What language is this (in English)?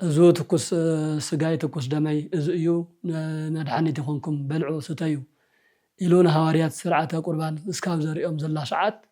Tigrinya